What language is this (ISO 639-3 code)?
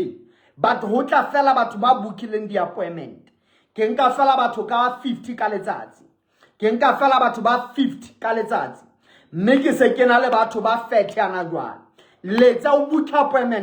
sot